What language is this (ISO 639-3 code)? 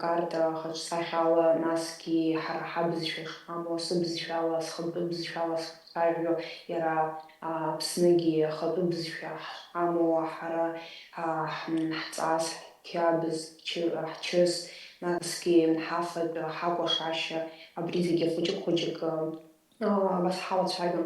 abk